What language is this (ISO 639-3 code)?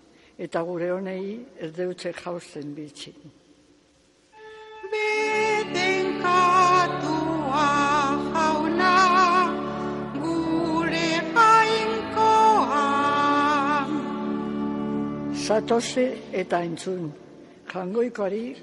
eus